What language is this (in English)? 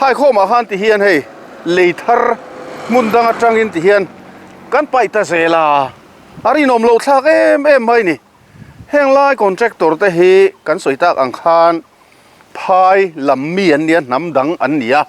Mizo